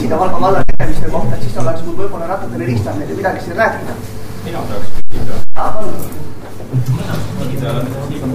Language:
Estonian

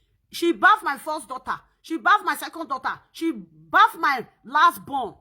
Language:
Nigerian Pidgin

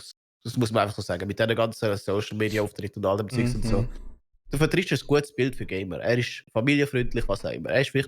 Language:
Swiss German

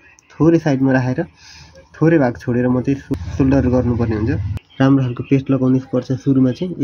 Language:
Nepali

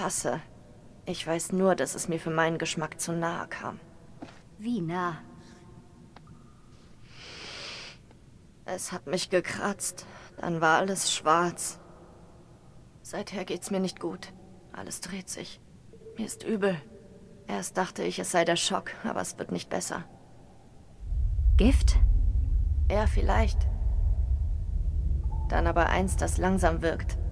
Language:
German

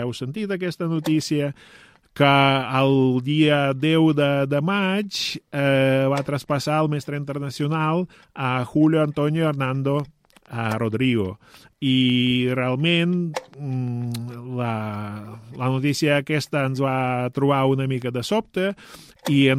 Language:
Catalan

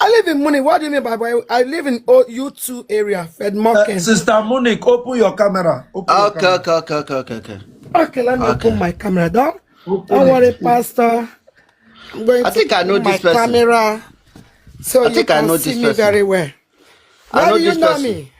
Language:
Nigerian Pidgin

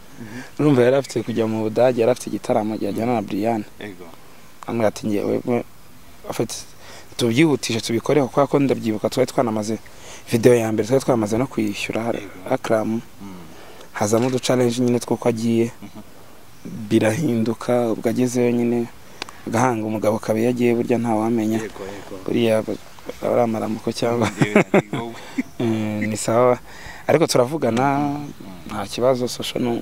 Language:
Kinyarwanda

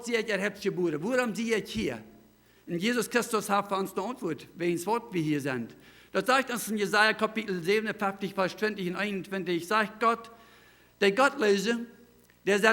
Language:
Plautdietsch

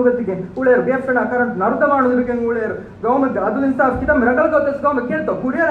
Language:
Divehi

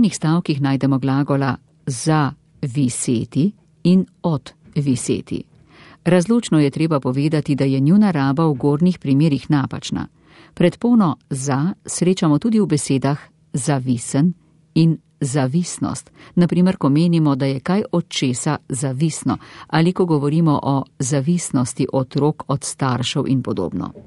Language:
Slovenian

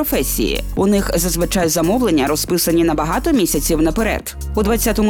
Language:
Ukrainian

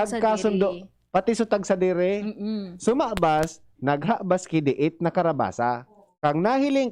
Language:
Bikol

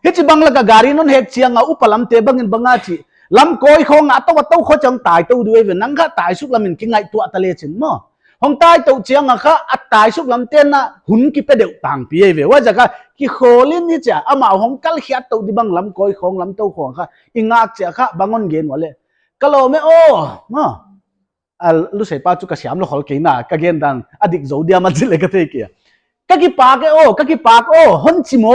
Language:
Paite Chin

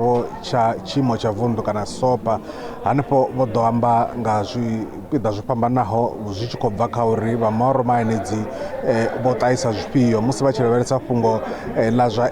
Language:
Venda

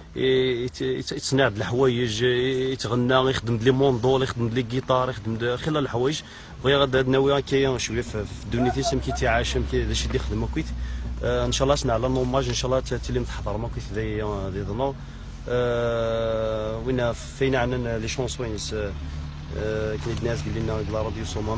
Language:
Kabyle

